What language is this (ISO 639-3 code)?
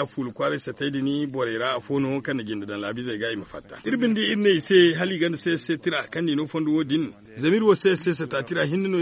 dje